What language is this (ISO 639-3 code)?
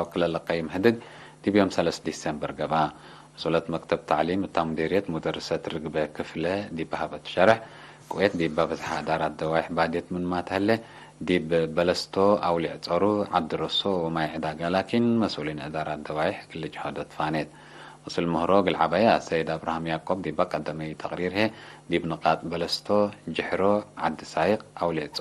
tig